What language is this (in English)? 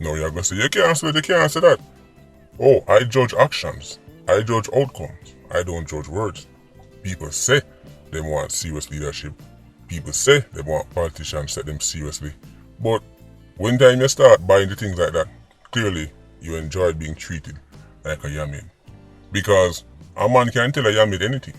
Jamaican Creole English